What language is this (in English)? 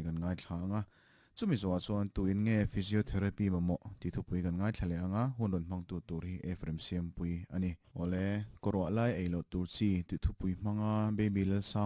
Mizo